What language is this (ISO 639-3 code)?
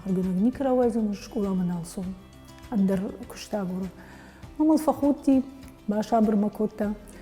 oss